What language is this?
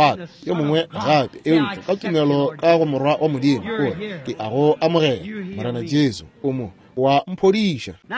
Northern Sotho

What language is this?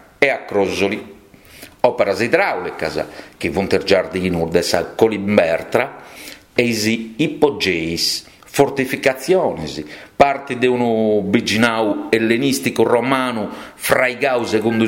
Sardinian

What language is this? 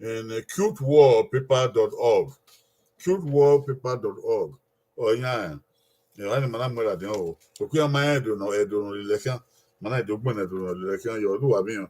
Bini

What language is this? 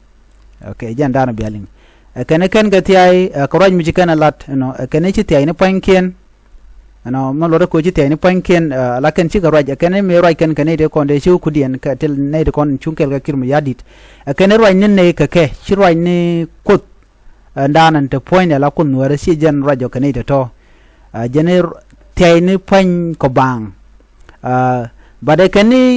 Nuer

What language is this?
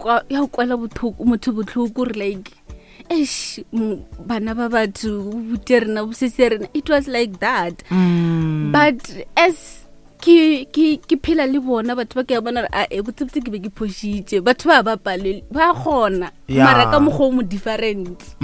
Northern Sotho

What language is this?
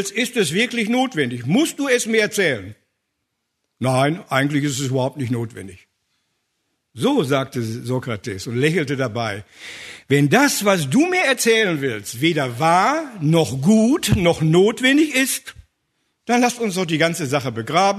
German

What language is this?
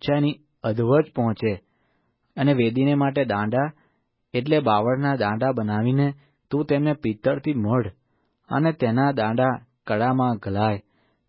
Gujarati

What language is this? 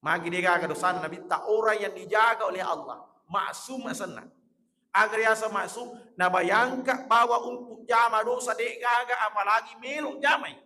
Buginese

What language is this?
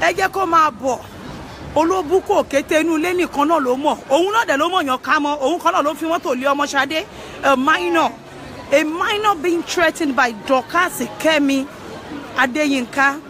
Yoruba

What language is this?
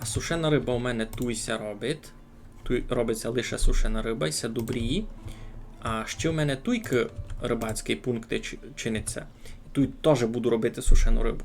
Rusyn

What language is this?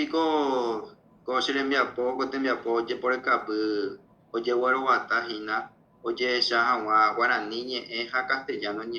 Guarani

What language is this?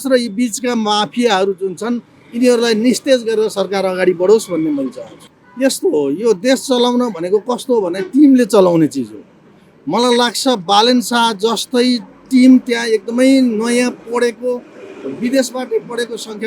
Nepali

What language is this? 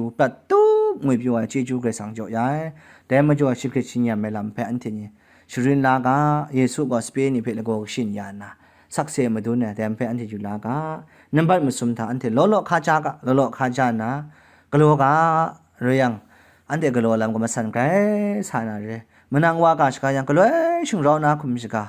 Kachin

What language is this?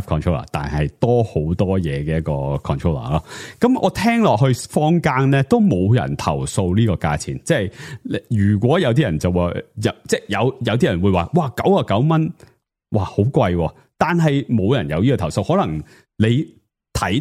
Cantonese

